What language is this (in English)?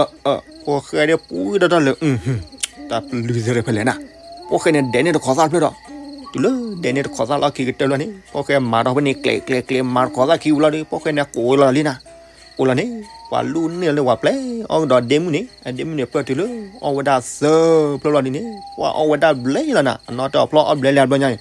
S'gaw Karen